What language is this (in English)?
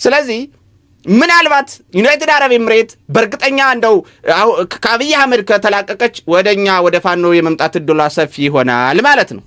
Amharic